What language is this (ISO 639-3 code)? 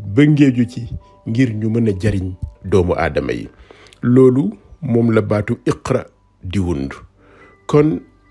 wol